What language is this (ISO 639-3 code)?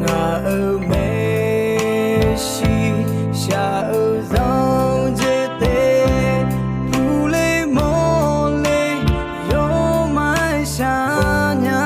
ahk